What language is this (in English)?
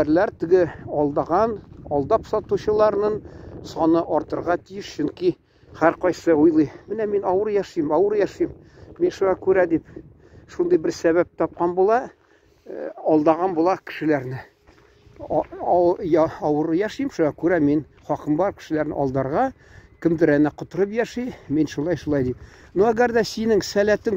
Tatar